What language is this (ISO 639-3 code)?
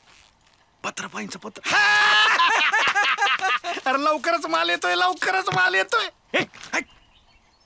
mar